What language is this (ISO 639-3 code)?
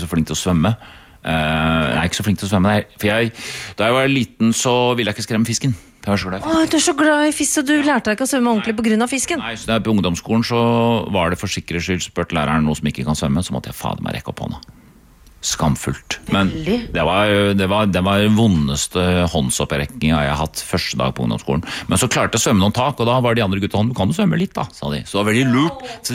nor